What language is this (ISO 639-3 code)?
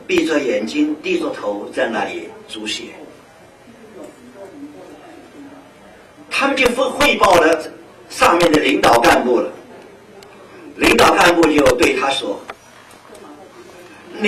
zho